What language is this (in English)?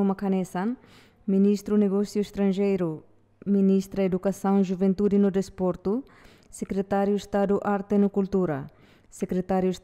Tetum